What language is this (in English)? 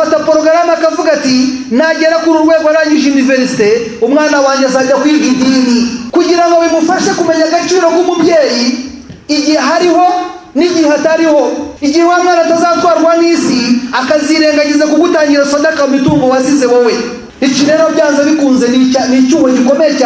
Kinyarwanda